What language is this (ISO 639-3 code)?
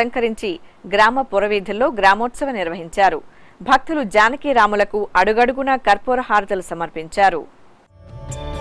tel